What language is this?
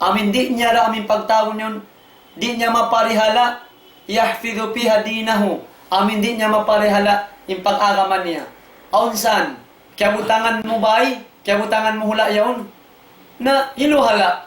Tausug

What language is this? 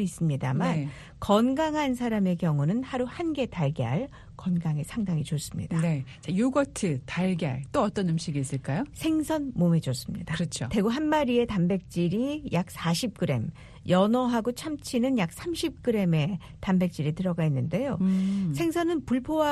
Korean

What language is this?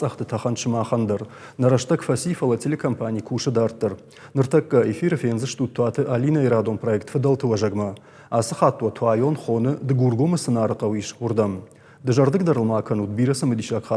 Ossetic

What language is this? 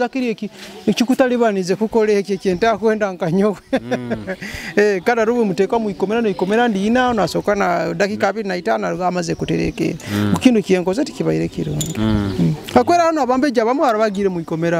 Nyoro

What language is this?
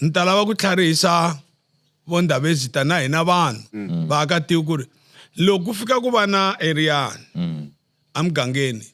Tsonga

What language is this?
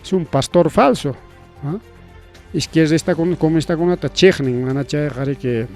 Ayacucho Quechua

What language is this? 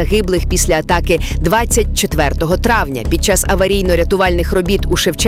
Ukrainian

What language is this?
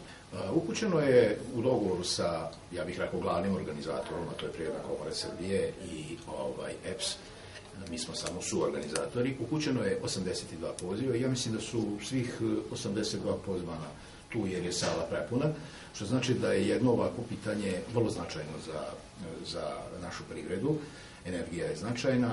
Serbian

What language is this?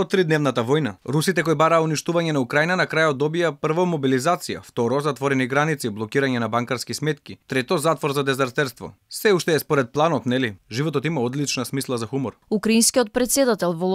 Macedonian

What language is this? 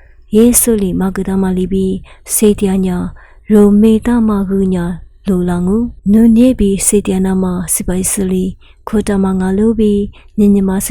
Lisu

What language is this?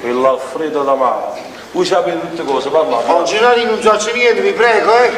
Neapolitan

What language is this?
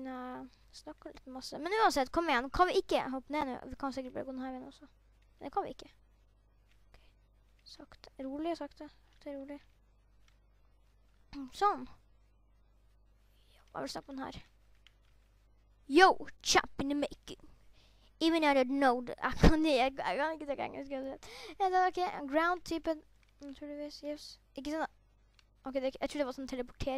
Norwegian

